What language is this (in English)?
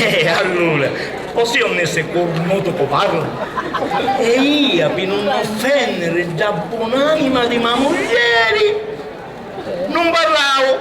Sicilian